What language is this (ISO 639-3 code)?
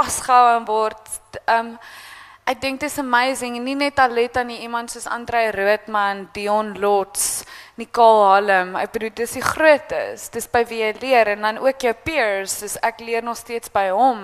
afr